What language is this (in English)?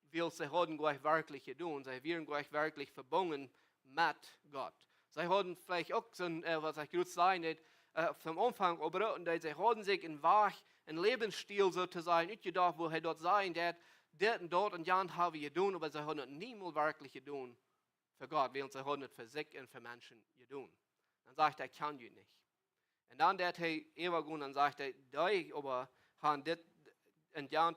Plautdietsch